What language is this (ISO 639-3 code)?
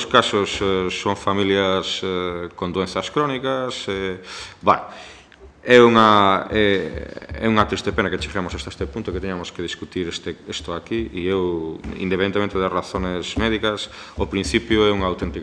glg